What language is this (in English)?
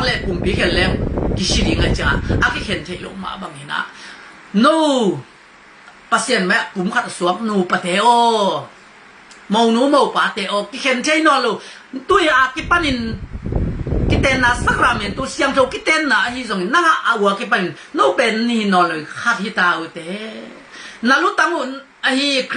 Tedim Chin